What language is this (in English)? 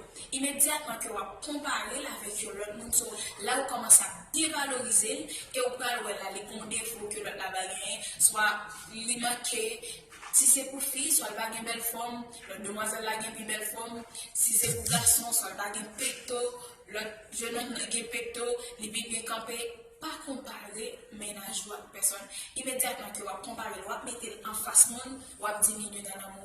Haitian Creole